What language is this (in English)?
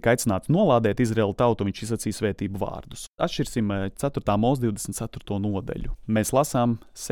Latvian